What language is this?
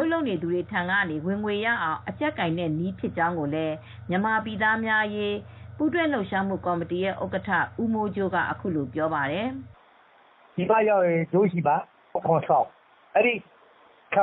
Burmese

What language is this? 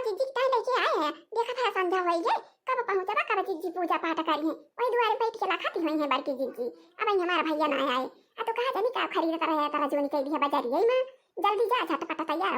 Awadhi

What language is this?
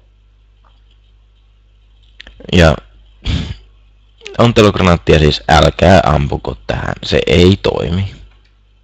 Finnish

